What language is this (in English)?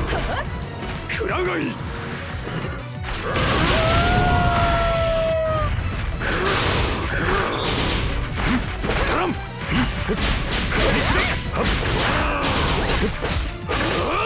Japanese